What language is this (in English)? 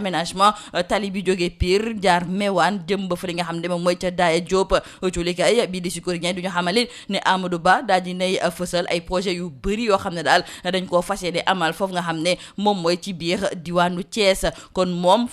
Wolof